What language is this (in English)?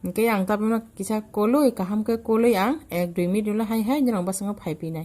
Kok Borok